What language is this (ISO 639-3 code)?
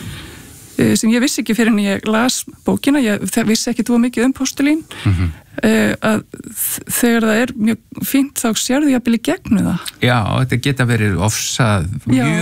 isl